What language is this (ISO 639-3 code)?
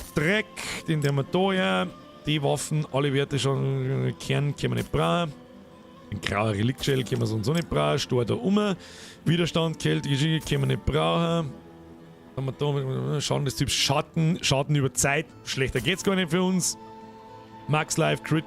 bar